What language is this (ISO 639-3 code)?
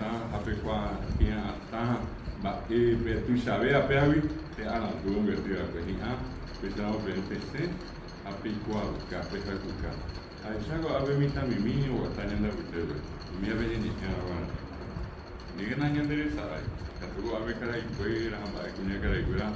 grn